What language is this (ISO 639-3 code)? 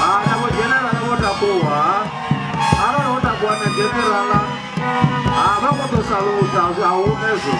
ven